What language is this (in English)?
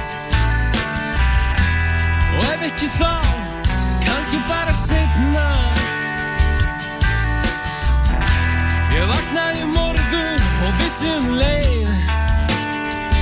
Icelandic